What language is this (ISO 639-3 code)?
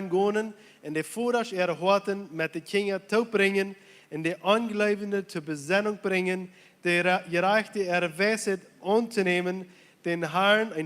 pdt